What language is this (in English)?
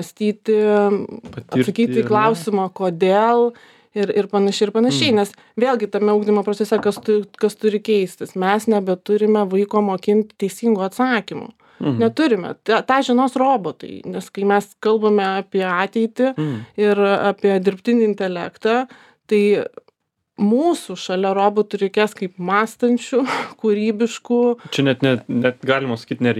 Lithuanian